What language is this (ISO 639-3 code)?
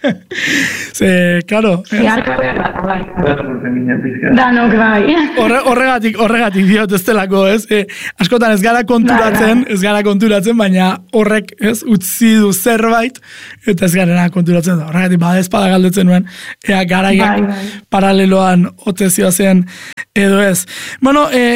eus